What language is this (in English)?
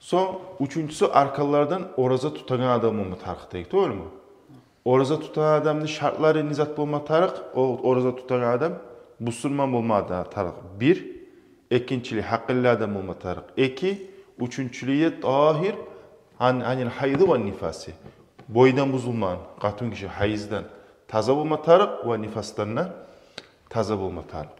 Kumyk